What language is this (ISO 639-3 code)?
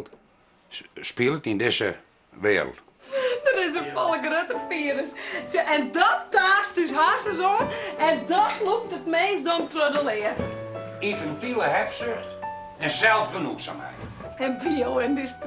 fry